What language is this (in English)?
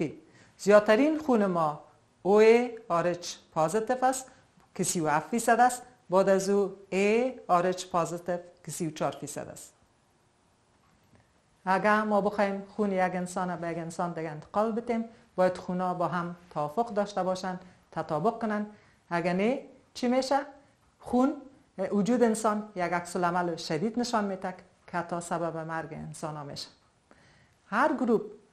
Persian